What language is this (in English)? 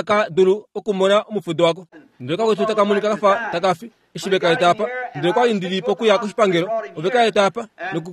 Kuanyama